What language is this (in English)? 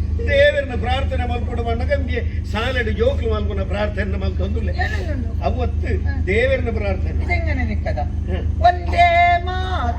Tulu